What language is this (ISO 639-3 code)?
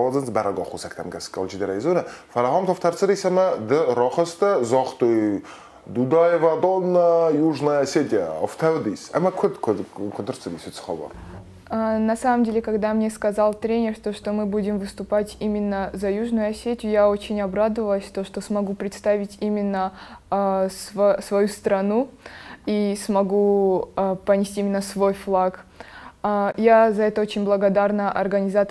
oss